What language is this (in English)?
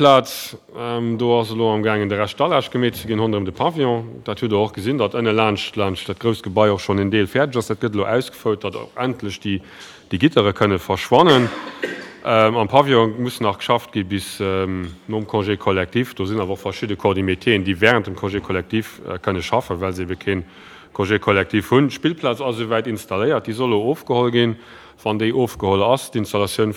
Luxembourgish